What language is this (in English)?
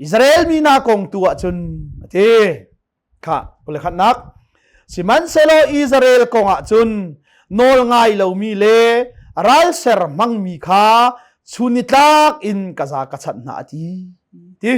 Hakha Chin